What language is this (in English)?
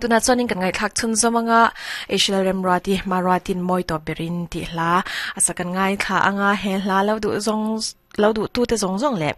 Mizo